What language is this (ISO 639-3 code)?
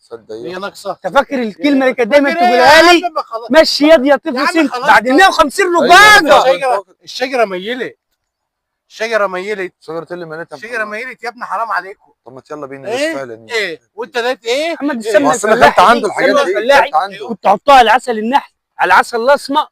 arz